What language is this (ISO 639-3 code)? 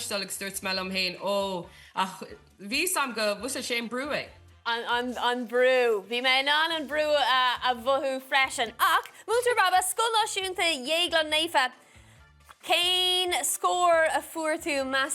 gle